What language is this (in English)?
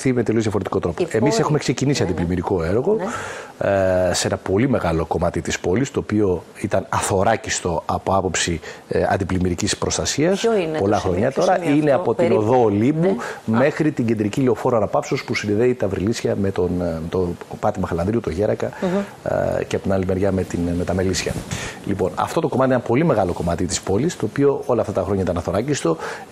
Greek